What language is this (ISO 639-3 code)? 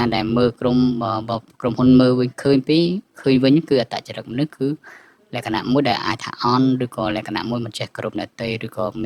khm